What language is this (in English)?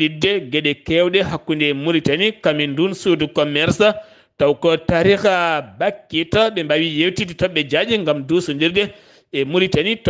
Fula